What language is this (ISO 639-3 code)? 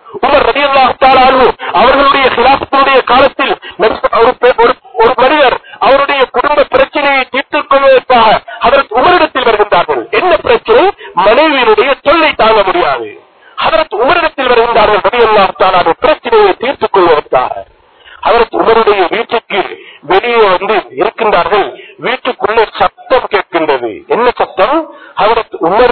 tam